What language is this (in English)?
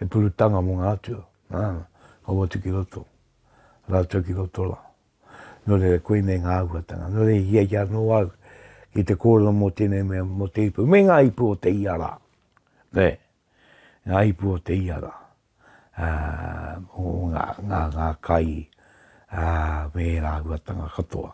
Māori